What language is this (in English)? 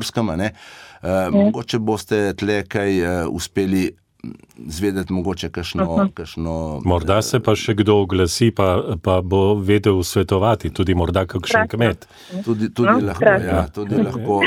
Slovenian